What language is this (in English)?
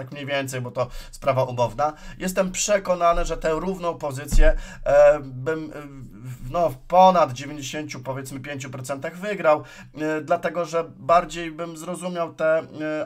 Polish